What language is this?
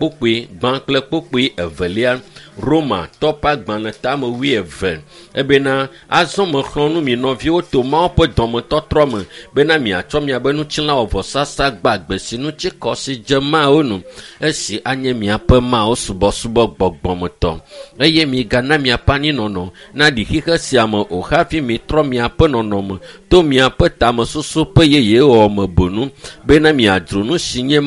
Ewe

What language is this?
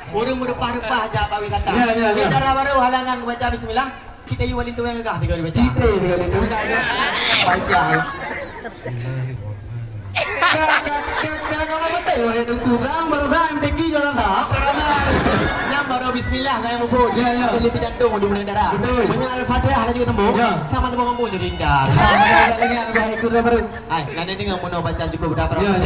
Achinese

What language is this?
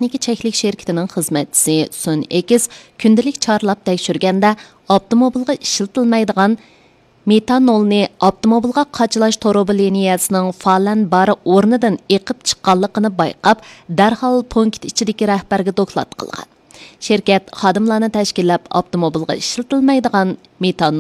Uyghur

